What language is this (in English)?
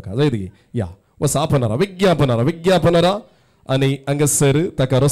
Konkani